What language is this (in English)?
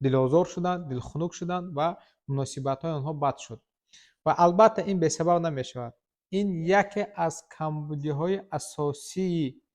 Tajik